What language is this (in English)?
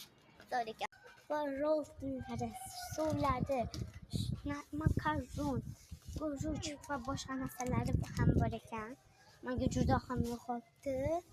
Uzbek